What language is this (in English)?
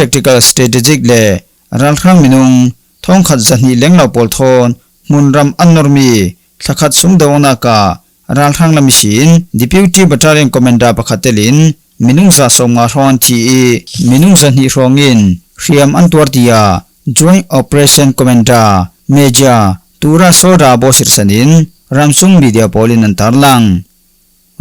Falam Chin